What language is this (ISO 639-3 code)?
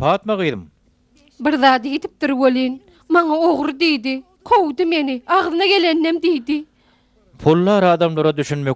tuk